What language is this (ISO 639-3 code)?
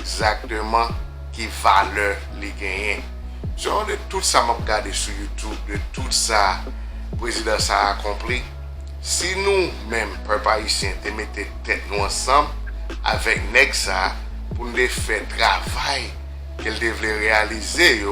hat